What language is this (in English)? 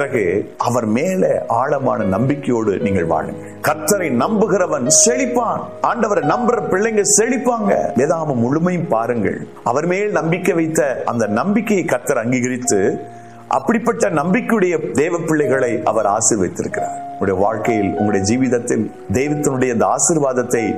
Tamil